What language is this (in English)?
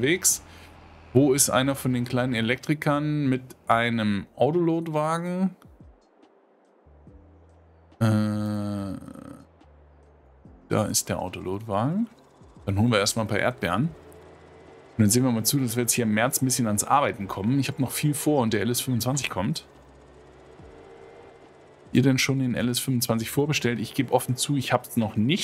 German